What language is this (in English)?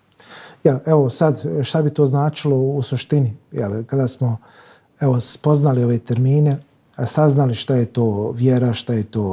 Bosnian